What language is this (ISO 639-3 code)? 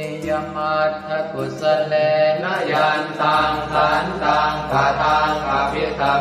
pli